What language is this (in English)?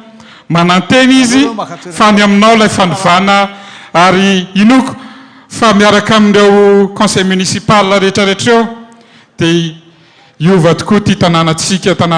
Malagasy